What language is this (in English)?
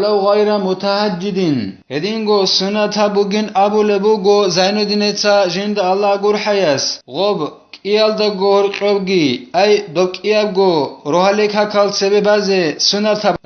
Avaric